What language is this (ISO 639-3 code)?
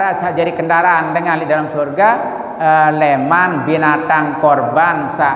sas